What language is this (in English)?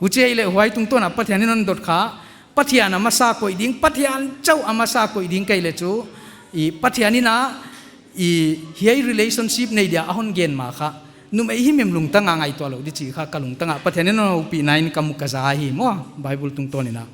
Paite Chin